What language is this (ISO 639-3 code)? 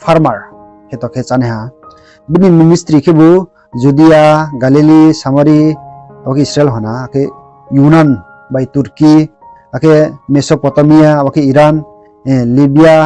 ria